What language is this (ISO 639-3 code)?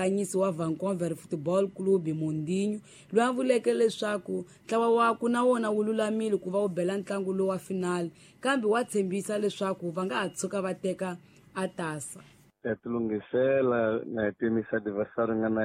tso